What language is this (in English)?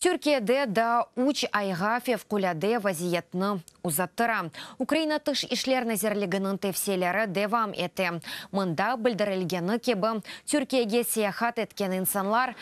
Crimean Tatar